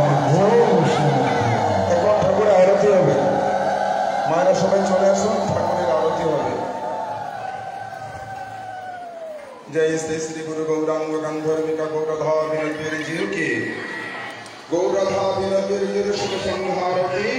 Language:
Bangla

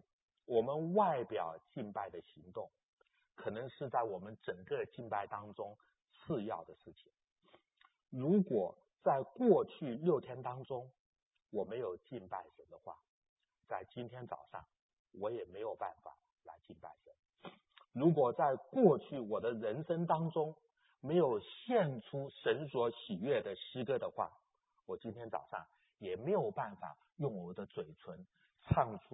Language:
Chinese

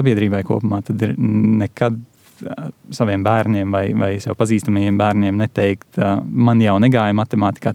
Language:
Latvian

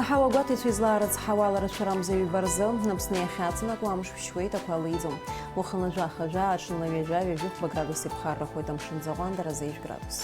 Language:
Abkhazian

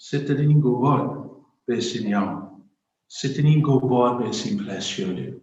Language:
Welsh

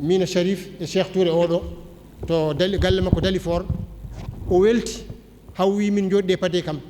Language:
Fula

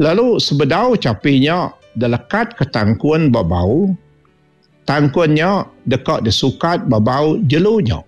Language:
Iban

